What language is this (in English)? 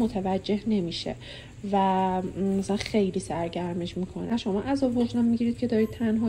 Persian